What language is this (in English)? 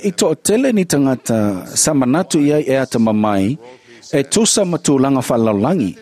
Samoan